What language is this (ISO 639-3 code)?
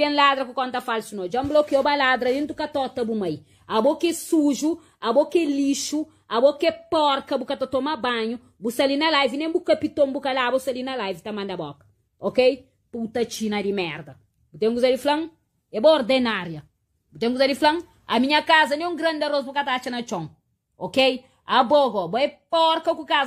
kea